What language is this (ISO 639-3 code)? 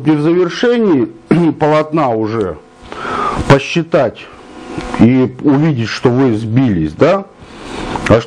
rus